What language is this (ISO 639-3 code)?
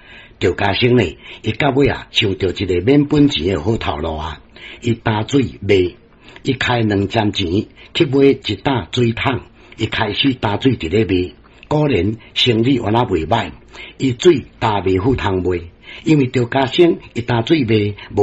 nan